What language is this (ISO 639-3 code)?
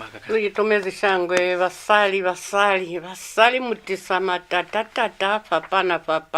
loz